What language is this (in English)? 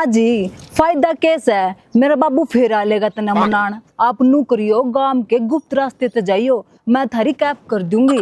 Haryanvi